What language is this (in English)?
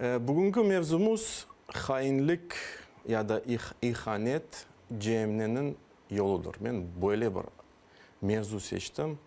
Crimean Tatar